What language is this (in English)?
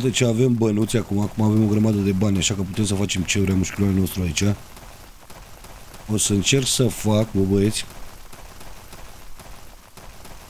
Romanian